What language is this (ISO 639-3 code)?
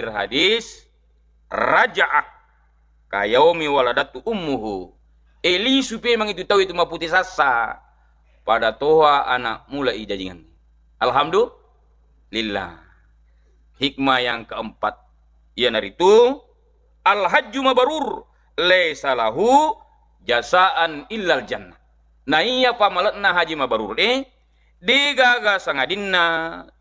bug